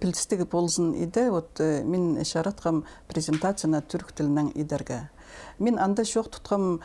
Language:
Khakas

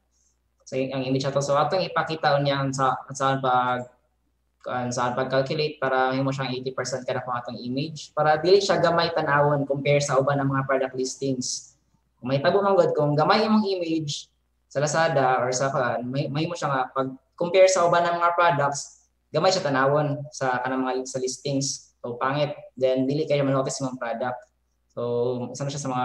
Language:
Filipino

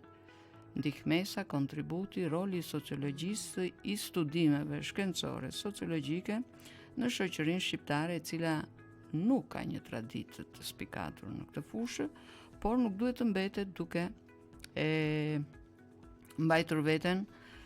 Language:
Albanian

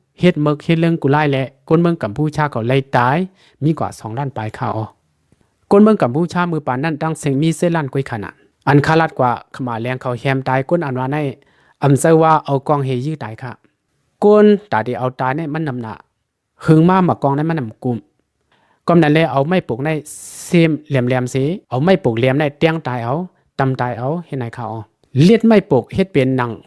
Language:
Shan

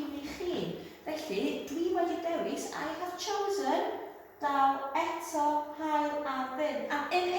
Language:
Welsh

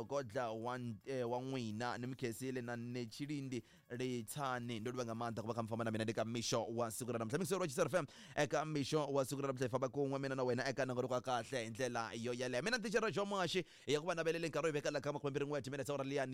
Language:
Tsonga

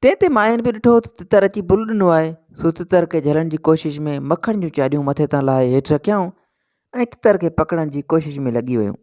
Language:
Sindhi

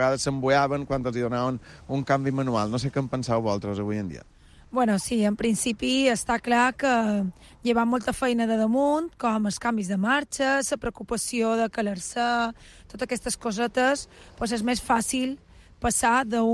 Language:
Catalan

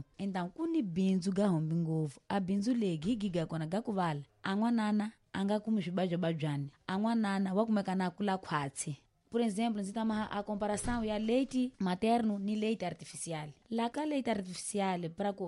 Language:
Tsonga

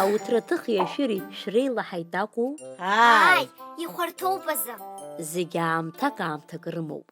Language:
Abkhazian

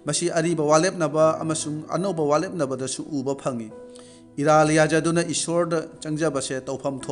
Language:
Manipuri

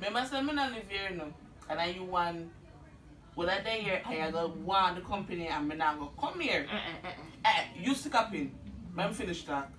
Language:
Jamaican Creole English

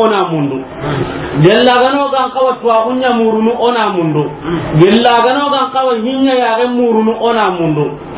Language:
Soninke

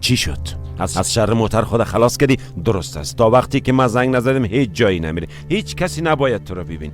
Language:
Persian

